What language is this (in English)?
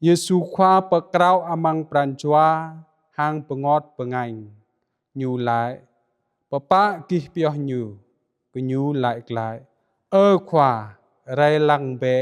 Jarai